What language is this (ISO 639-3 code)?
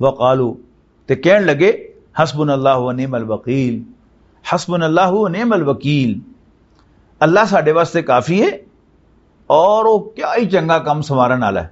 lah